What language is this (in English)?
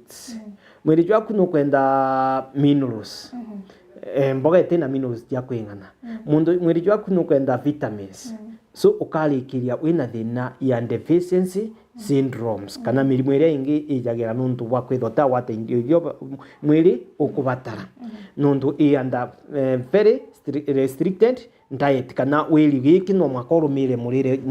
Meru